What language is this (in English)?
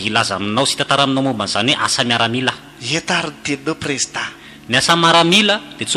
Malagasy